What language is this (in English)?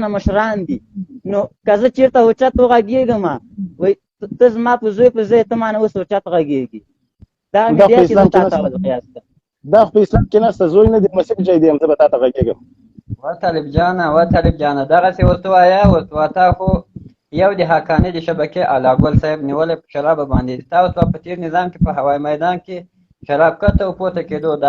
Pashto